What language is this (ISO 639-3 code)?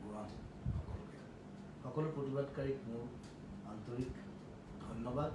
asm